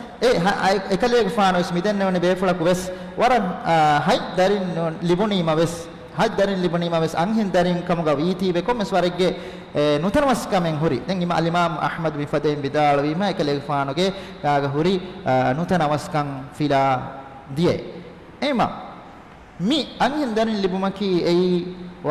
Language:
Divehi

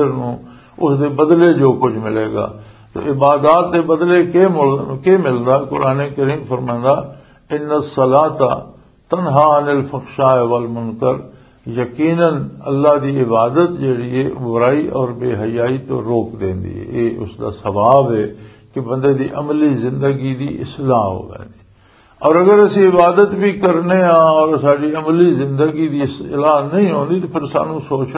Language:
Western Panjabi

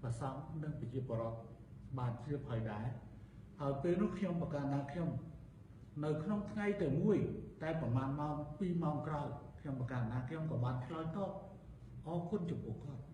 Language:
Khmer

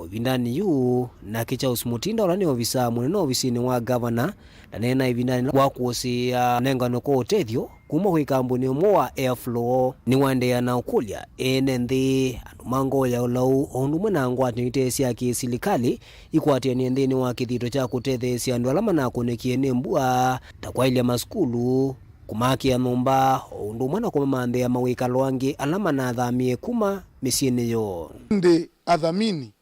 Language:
Kamba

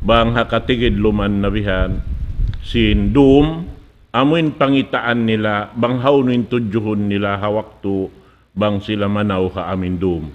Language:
Tausug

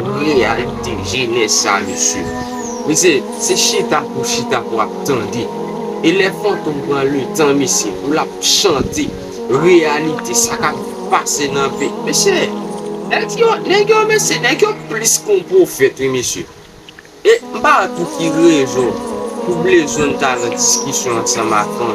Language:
Haitian Creole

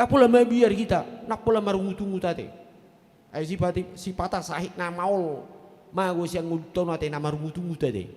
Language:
Batak Toba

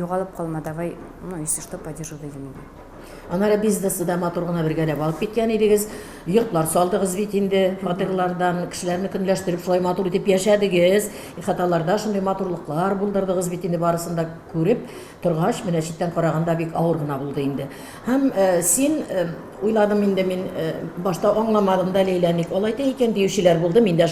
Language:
Tatar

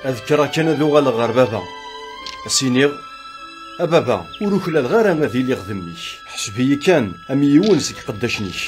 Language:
Kabyle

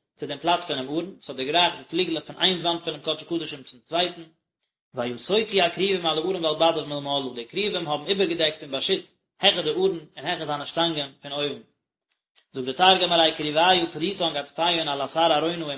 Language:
Yiddish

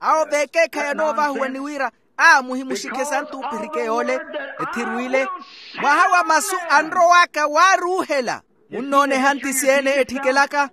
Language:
Makhuwa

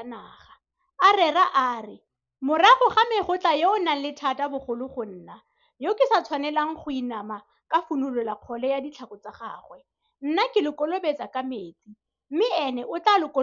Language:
Tswana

